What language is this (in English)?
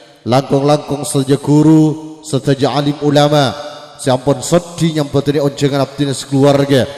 Madurese